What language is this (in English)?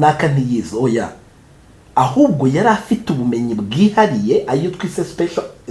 Kinyarwanda